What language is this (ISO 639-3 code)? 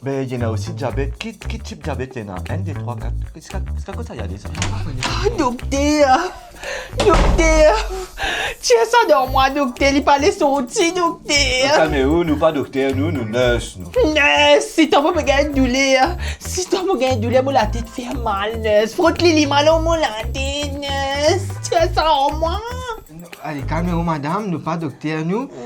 mfe